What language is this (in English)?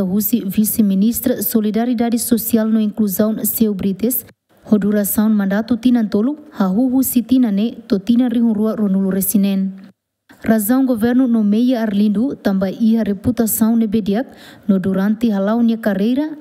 Tetum